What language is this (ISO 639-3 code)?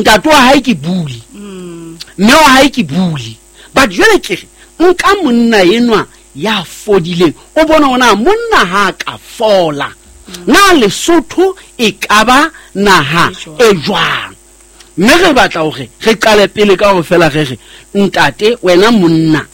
sot